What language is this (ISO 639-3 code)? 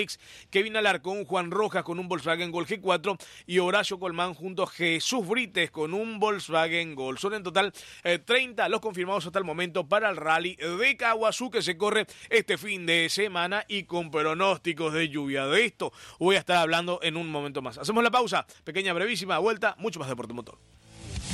spa